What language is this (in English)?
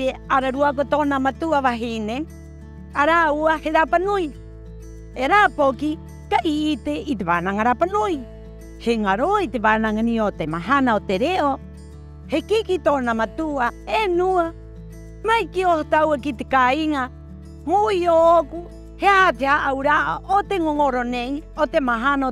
Rapanui